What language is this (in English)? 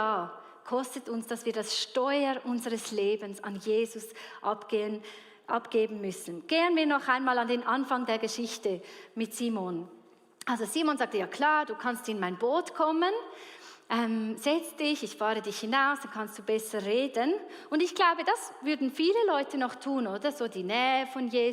Swiss German